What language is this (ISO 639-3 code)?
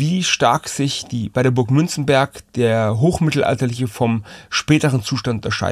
deu